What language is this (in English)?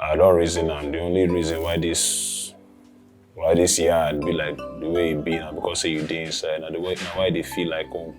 Nigerian Pidgin